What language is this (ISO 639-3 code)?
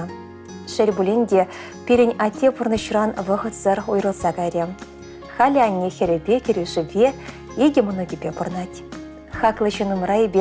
chv